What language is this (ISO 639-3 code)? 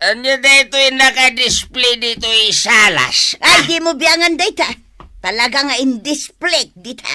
ilo